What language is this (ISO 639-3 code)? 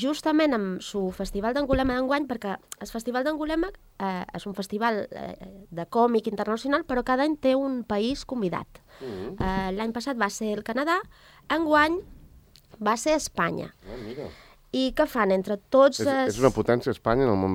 cat